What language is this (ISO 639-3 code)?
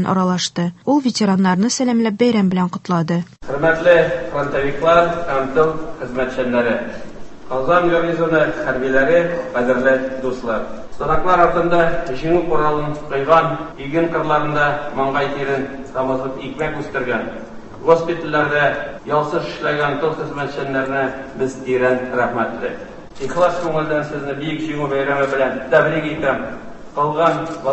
tat